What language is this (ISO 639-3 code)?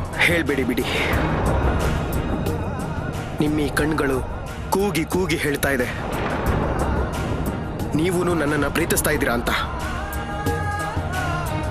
kan